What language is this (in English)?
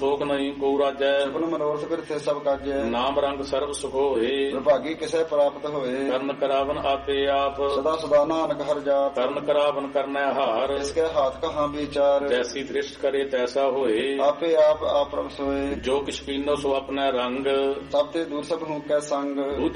Punjabi